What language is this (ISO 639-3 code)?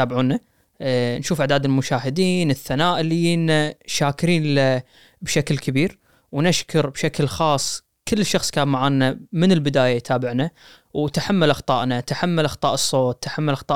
afb